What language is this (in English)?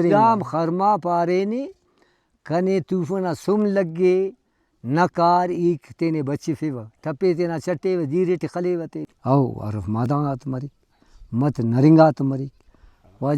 Brahui